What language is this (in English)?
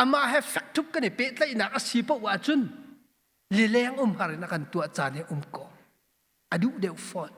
Hakha Chin